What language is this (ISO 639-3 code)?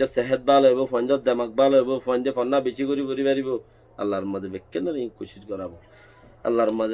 rhg